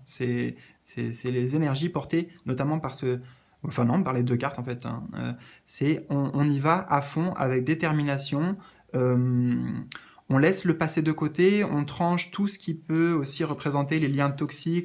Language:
French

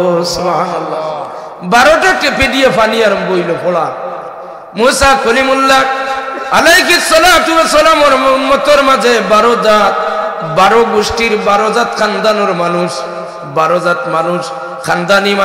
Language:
Sylheti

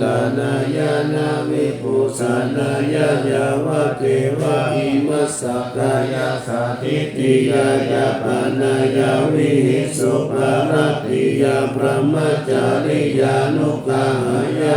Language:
Pali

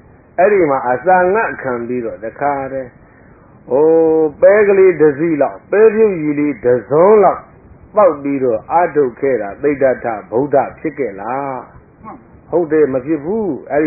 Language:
Burmese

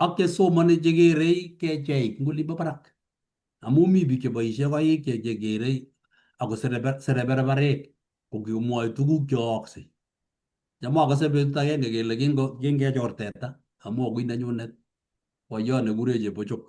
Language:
Kalenjin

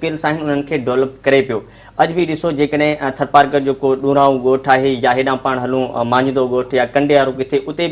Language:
Sindhi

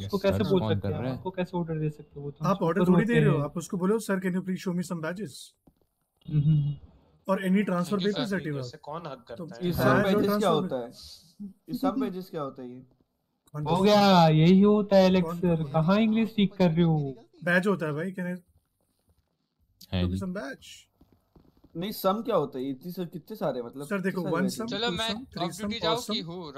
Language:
Hindi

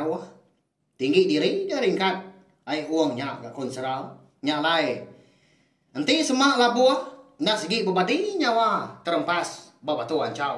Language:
Iban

